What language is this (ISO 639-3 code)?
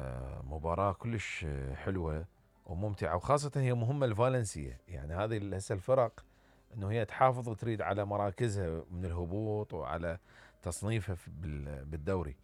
acm